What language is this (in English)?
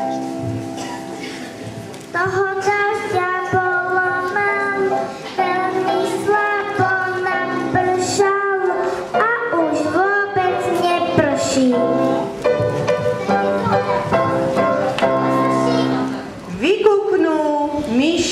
Slovak